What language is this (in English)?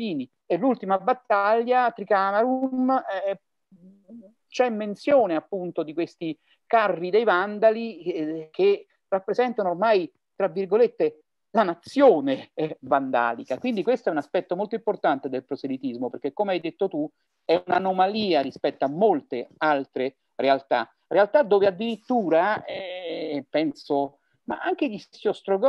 Italian